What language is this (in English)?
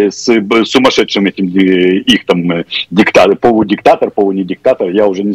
Russian